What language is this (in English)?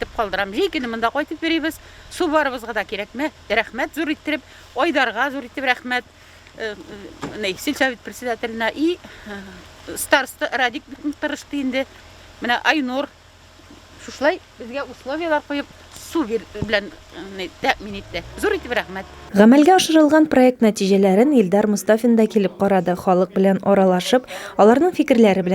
Tatar